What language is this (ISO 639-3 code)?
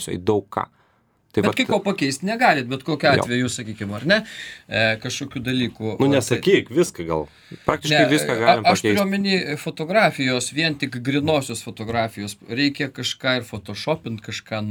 lit